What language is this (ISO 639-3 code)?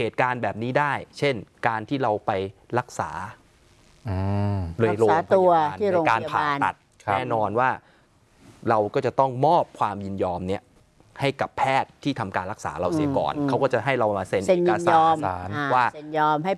tha